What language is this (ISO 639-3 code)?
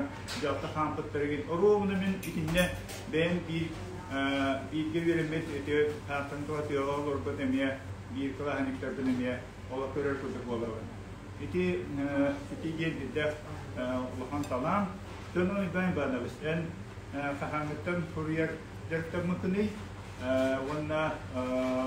sah